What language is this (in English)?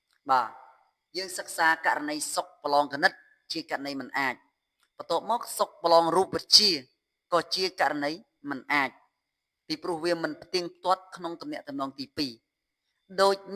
Khmer